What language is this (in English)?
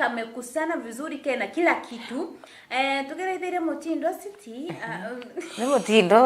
Meru